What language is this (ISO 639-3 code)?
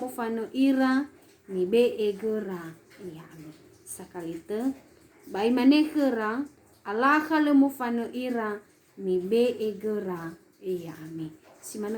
nia